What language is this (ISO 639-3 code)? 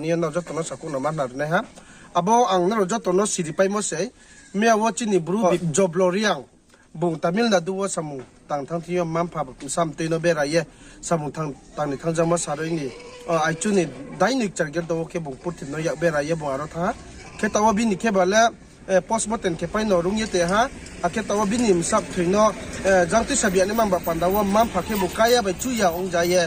ria